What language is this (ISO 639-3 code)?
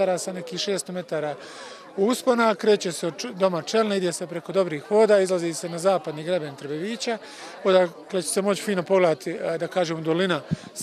bos